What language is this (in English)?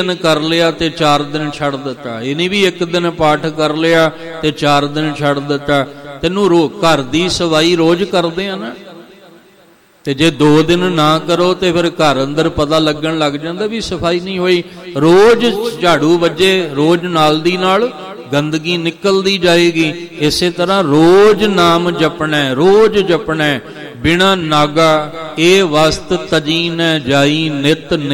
Punjabi